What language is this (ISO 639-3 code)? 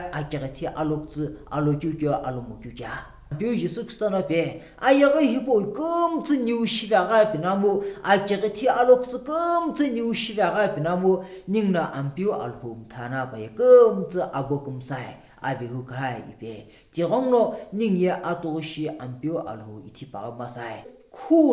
nsm